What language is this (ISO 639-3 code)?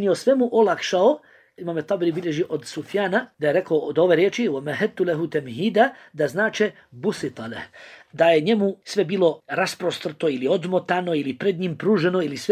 bos